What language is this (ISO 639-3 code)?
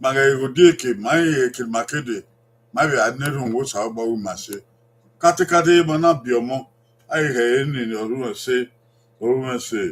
bin